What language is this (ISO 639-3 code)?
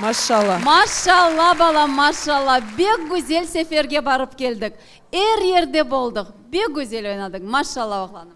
crh